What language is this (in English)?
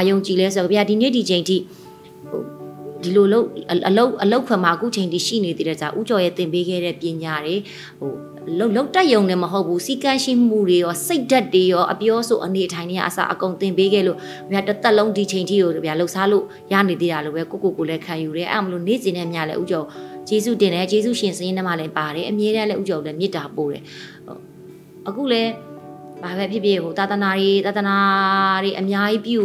Burmese